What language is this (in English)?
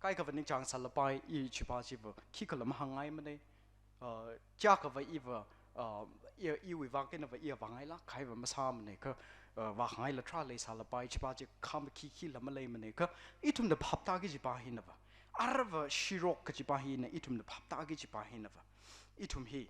Tangkhul Naga (India)